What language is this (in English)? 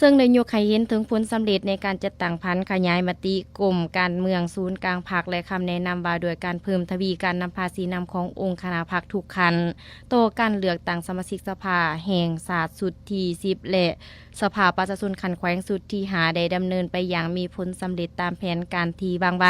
Lao